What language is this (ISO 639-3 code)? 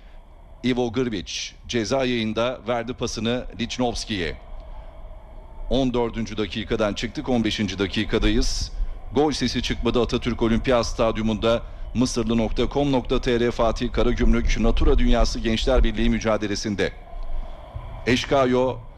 tur